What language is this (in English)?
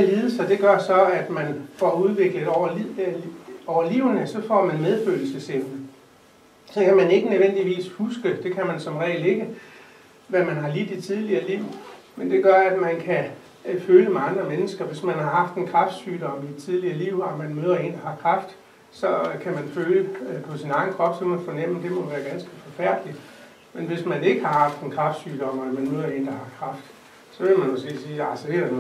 Danish